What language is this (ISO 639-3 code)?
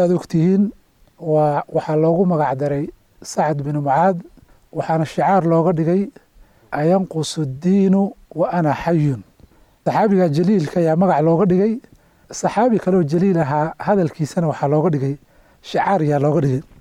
som